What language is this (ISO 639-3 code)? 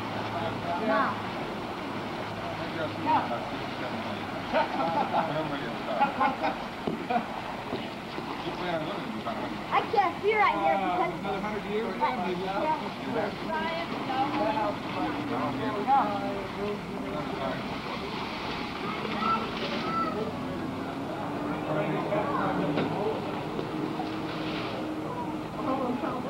eng